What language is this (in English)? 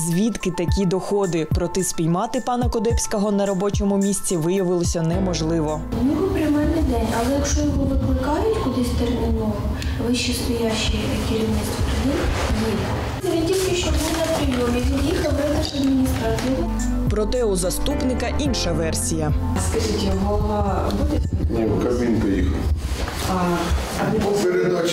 Ukrainian